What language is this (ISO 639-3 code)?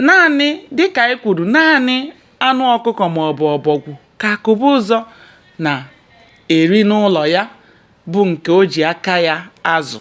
ibo